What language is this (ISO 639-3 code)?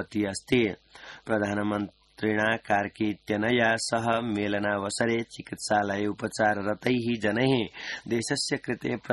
san